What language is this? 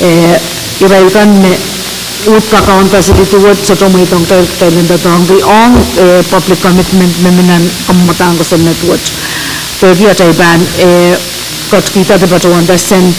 Pohnpeian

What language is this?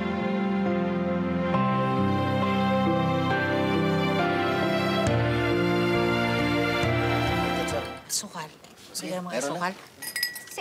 Filipino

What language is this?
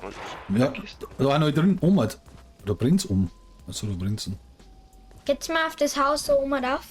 Bavarian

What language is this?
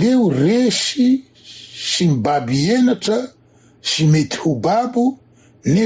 Malagasy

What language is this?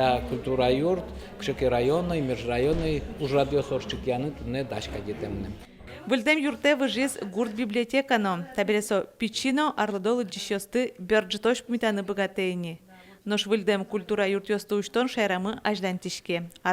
Udmurt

